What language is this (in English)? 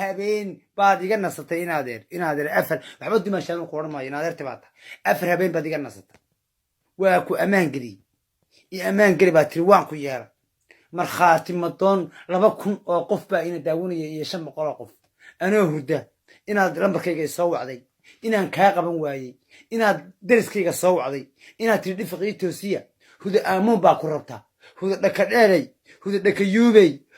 Somali